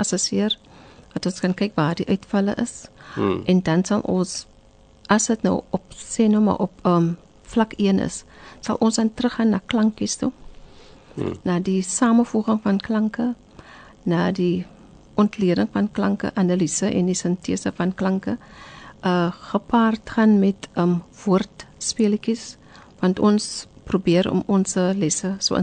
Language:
Afrikaans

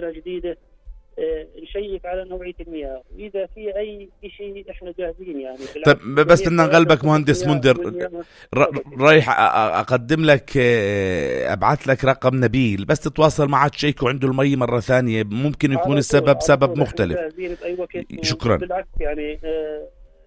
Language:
North Levantine Arabic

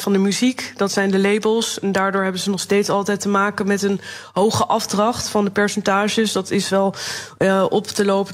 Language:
Dutch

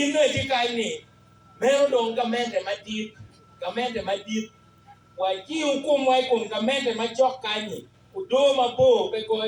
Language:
Acoli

